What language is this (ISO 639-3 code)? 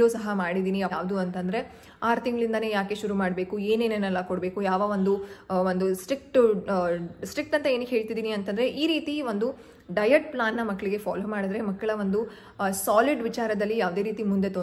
kan